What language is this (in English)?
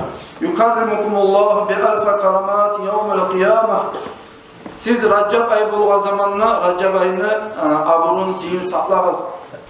Kumyk